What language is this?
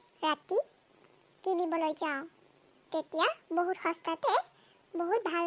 Assamese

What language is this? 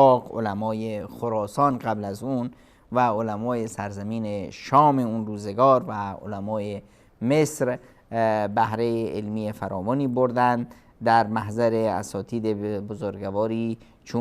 Persian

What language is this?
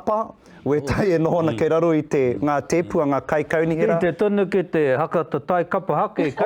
Māori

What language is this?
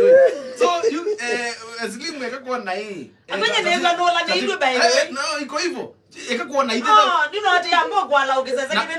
Kamba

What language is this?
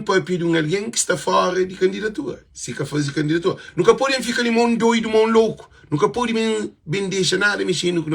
Kabuverdianu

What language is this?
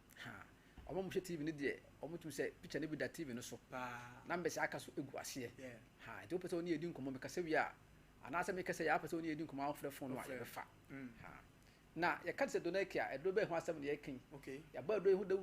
Akan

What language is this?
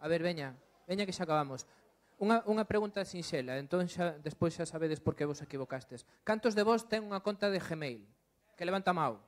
Galician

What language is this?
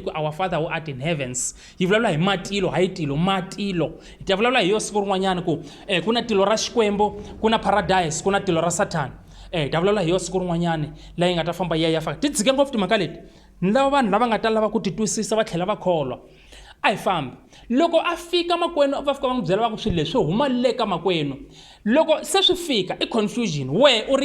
Tsonga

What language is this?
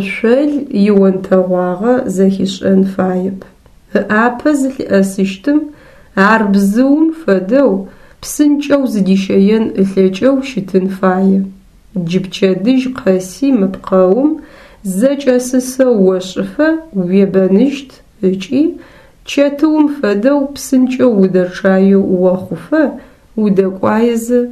Adyghe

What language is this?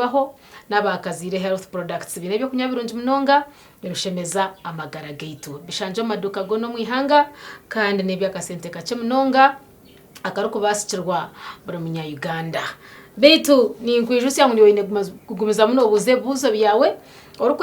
Nyankole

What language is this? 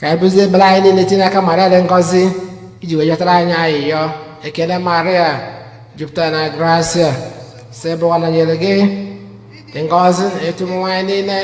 Igbo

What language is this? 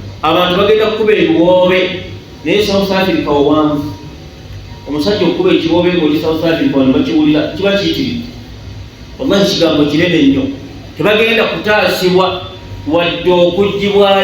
Ganda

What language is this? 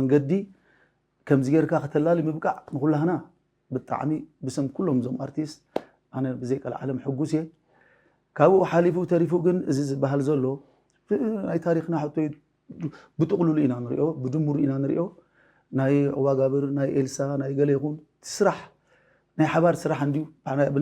Tigrinya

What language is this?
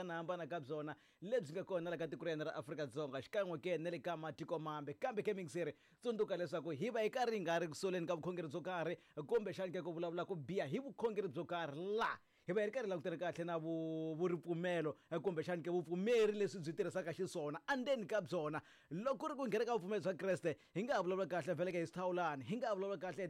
Tsonga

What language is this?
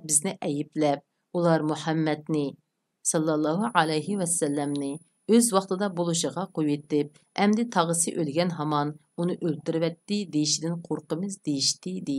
Uyghur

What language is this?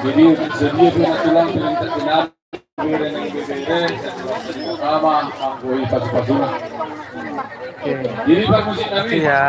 Batak Toba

